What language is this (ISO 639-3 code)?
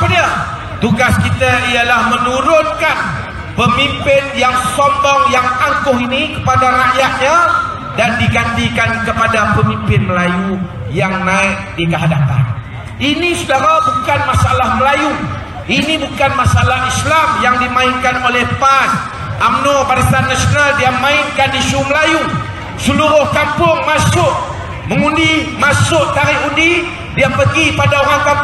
msa